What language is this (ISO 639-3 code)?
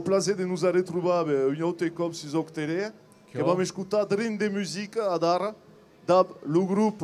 oci